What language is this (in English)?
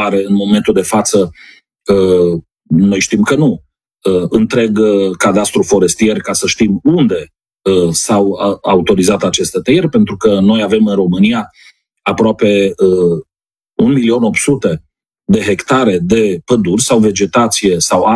Romanian